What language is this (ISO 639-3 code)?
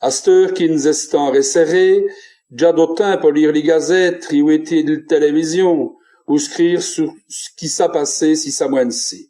wln